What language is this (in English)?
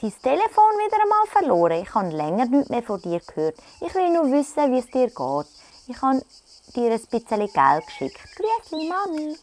Swiss German